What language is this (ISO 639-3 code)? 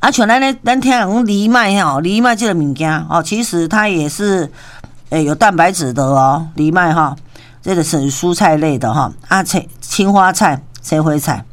nan